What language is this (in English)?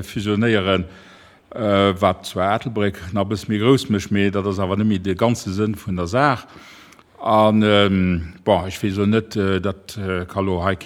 Luxembourgish